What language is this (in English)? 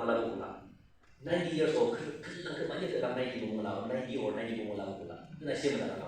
Yimchungru Naga